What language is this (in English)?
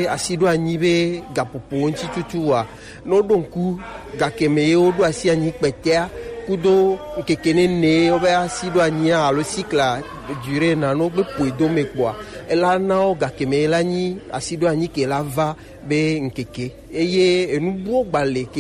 Gen